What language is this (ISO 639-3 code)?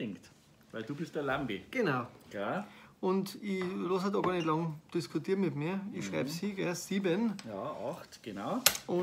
bar